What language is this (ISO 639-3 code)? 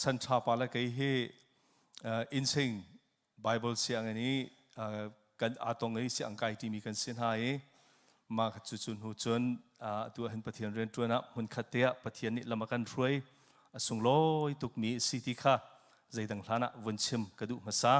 cnh